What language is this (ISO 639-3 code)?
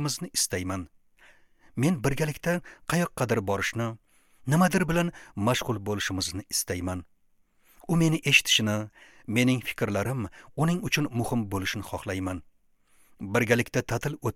uzb